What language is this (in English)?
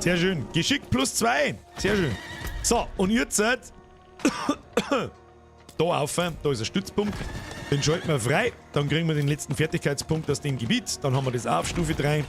Bavarian